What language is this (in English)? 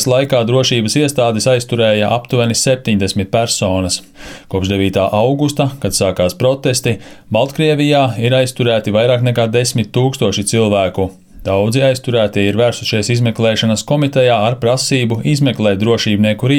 Latvian